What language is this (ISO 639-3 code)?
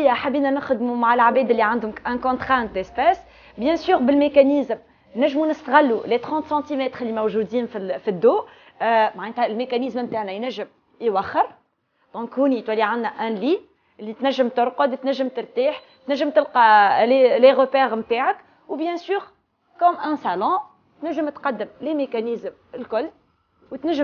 aeb